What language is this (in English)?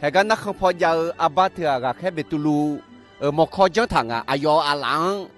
Akha